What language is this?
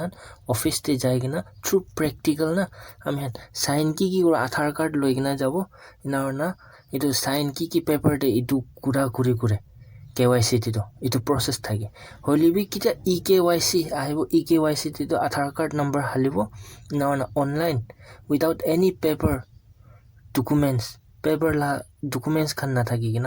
Naga Pidgin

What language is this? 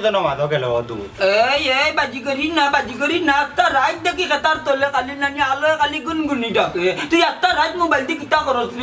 Sylheti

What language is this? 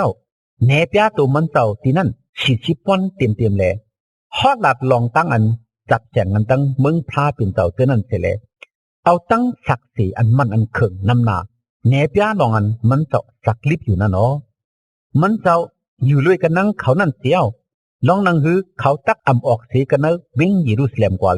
Shan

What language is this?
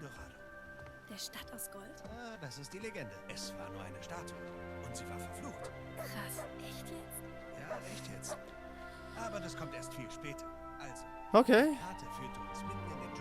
Swiss German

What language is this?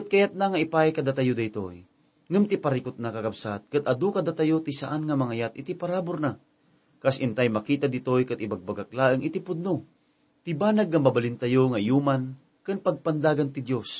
Iloko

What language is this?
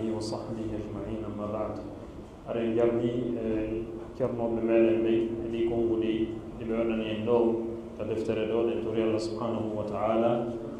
Fula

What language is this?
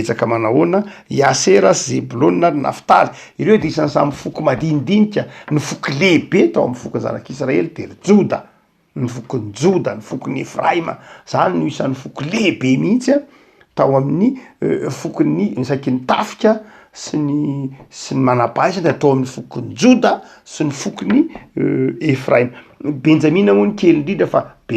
Malagasy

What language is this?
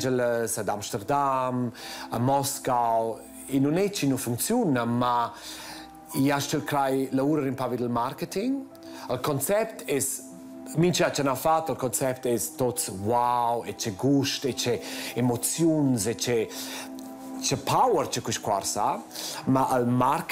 Romansh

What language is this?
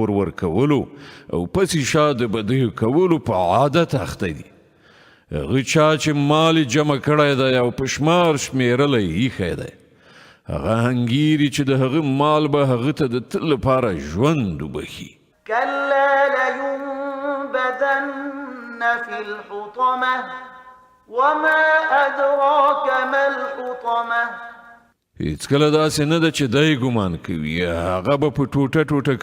Pashto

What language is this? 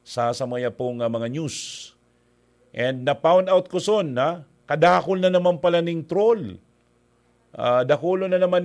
Bikol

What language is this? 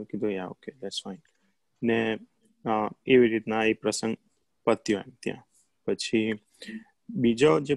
Gujarati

